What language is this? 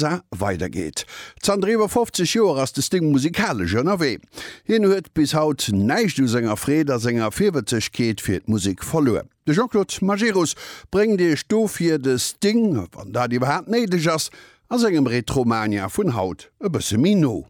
Luxembourgish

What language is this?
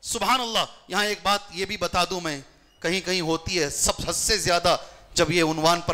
Urdu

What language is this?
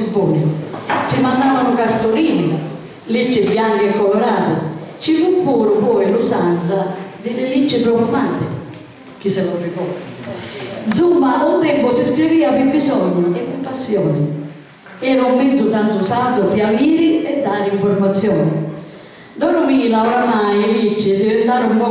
Sicilian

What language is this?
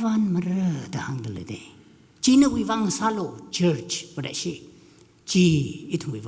Tangkhul Naga (India)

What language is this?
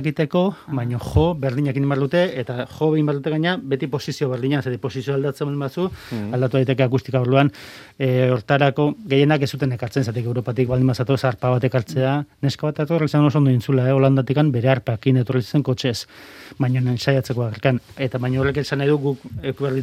Basque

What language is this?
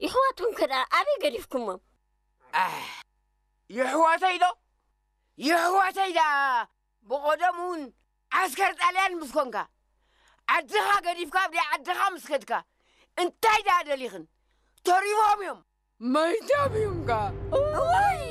Tigrinya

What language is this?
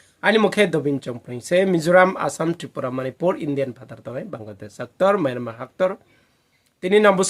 Riang (India)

